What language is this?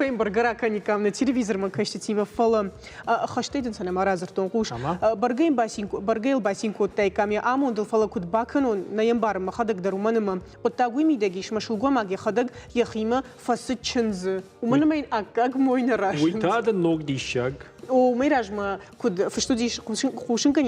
Ossetic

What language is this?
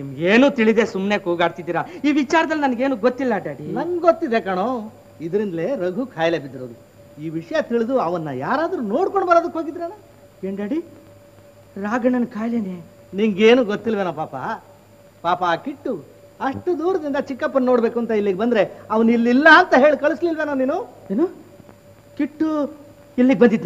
Kannada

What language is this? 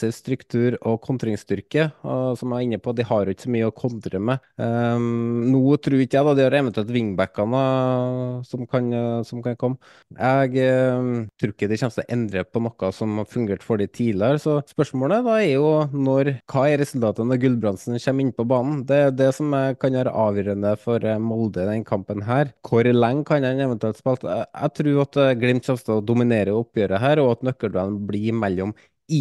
Norwegian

